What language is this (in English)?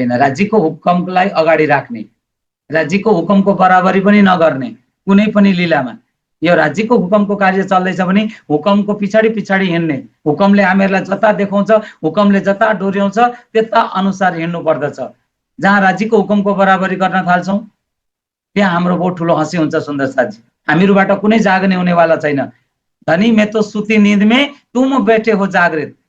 Nepali